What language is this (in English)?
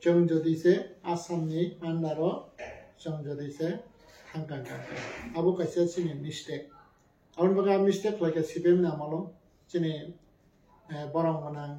Kok Borok